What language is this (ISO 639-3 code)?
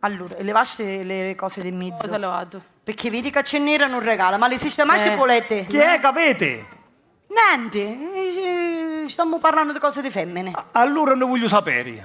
scn